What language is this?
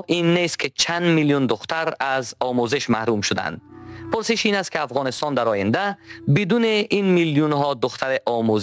Persian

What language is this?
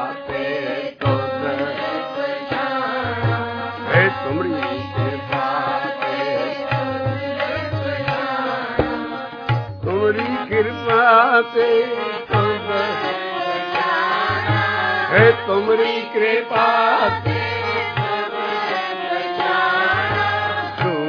Punjabi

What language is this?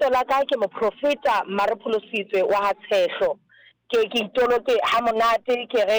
Southern Sotho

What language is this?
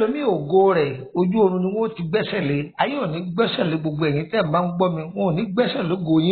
Yoruba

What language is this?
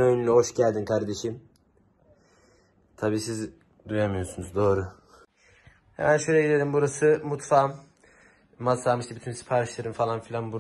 Turkish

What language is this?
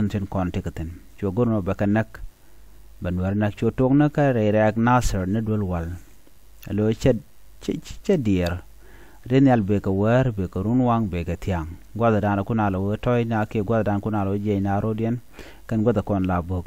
Nuer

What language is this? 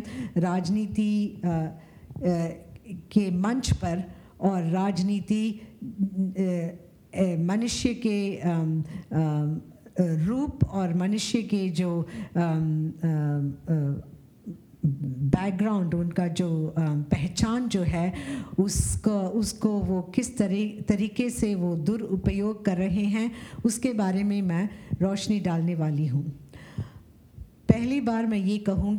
Hindi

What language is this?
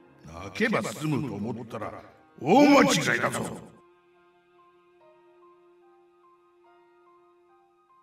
Japanese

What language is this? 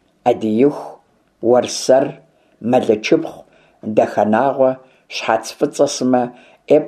Kabardian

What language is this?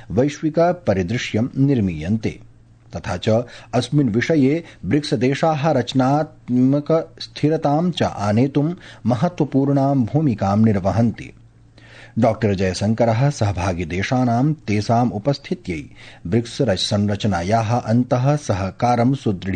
Sanskrit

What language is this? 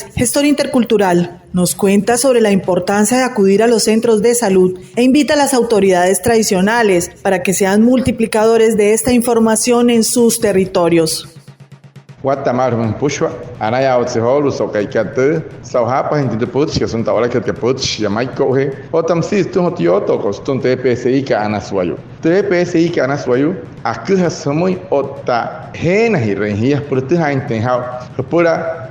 Wayuu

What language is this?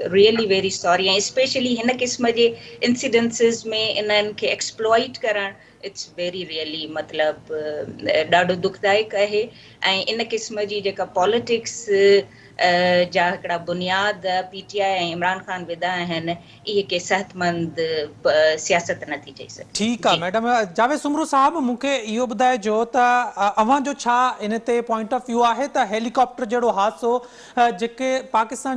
Sindhi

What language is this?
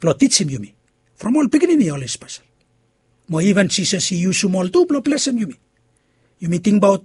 Bislama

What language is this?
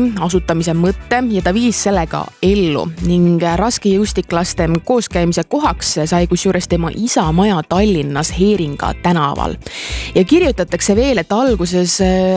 Estonian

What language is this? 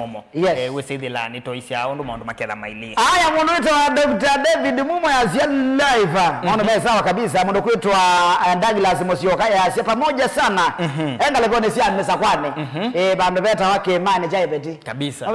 Kamba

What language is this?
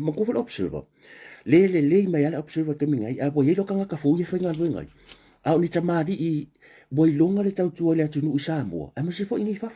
Samoan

